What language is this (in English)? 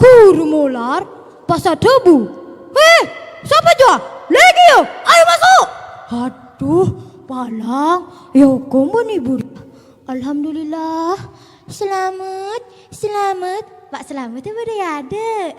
Madurese